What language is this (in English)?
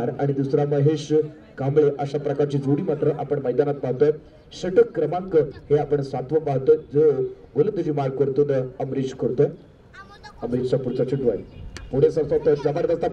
Marathi